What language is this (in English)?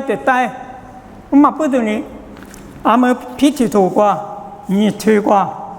Lisu